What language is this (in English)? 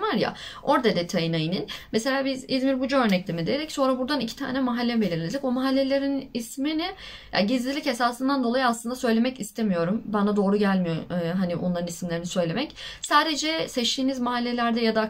Turkish